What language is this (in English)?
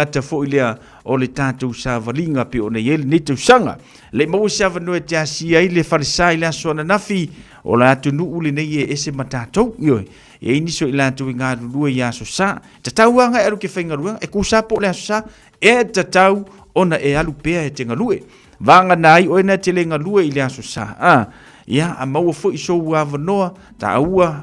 Samoan